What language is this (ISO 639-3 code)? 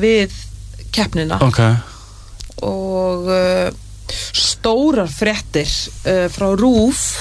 isl